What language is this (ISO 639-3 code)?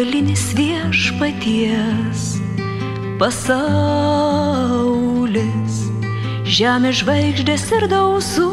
lit